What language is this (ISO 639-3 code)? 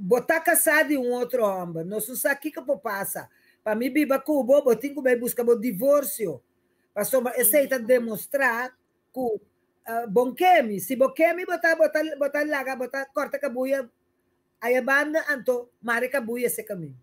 pap